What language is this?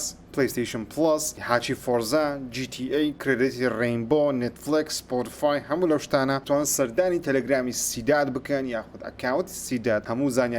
Central Kurdish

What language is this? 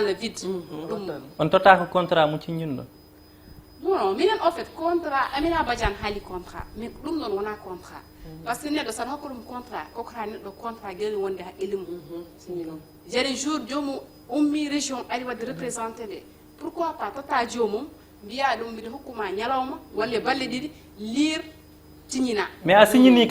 Fula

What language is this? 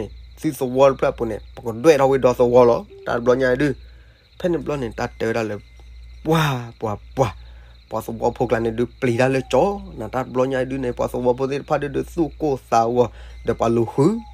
S'gaw Karen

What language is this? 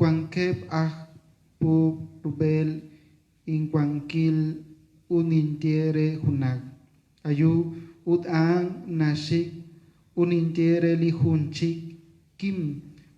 Kekchí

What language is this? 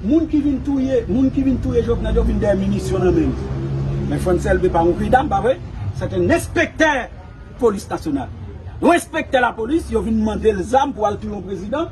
Haitian Creole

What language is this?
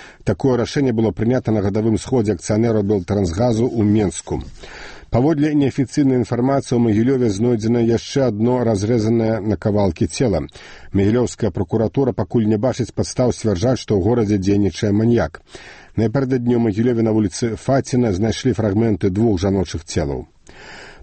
Belarusian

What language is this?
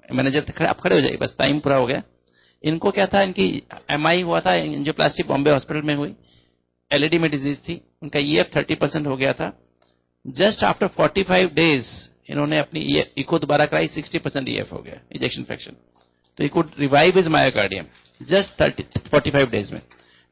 Hindi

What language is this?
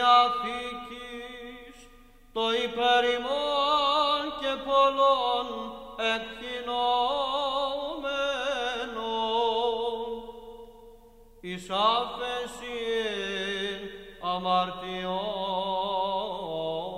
Greek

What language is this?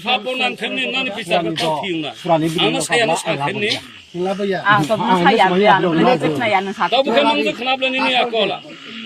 Riang (India)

